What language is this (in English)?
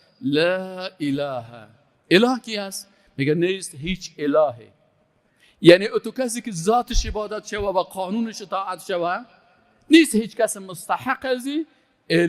Persian